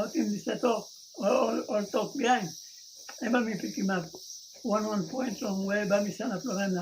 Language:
Tok Pisin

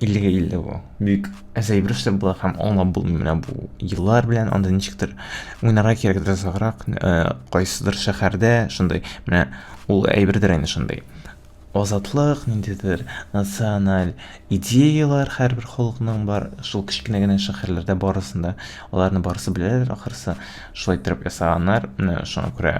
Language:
Tatar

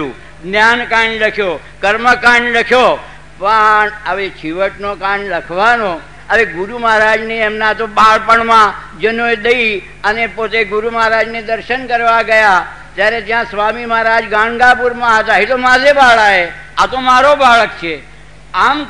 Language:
Gujarati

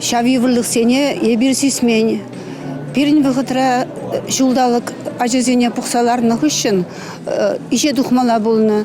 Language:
Chuvash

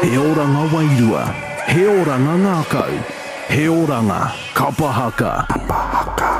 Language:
Māori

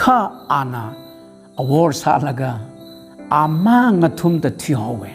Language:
Tangkhul Naga (India)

